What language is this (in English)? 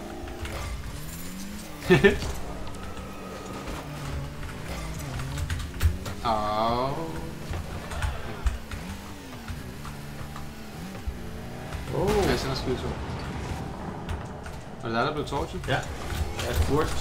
Danish